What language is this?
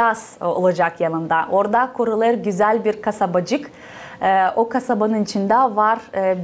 Gagauz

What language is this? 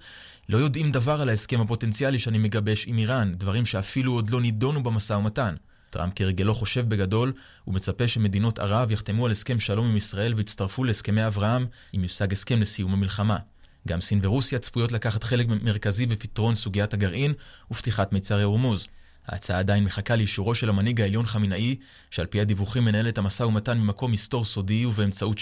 Hebrew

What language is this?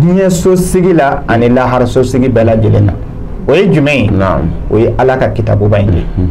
Bambara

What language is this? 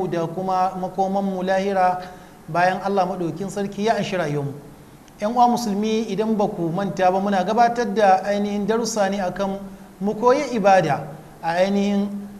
Hausa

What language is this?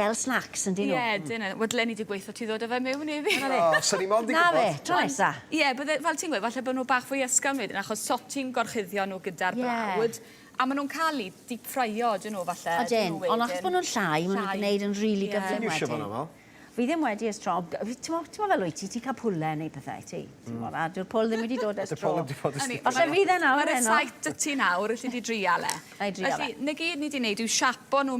Welsh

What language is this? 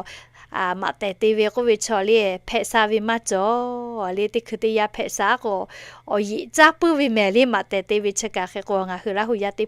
Lahu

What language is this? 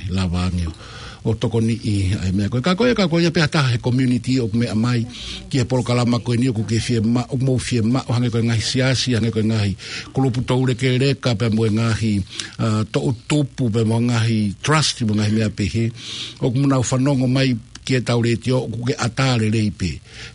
Tongan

